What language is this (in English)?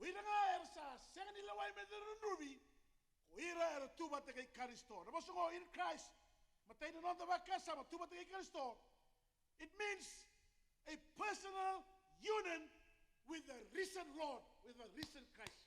Fijian